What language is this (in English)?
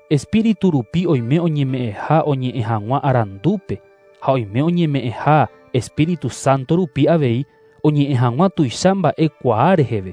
Guarani